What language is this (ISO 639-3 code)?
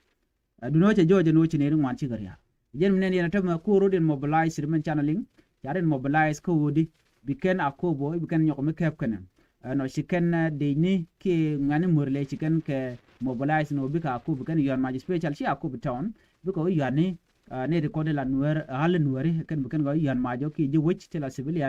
nus